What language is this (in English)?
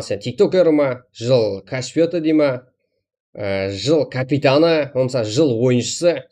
Kara-Kalpak